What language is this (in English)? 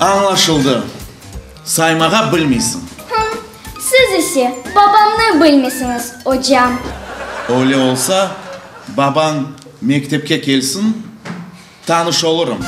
Crimean Tatar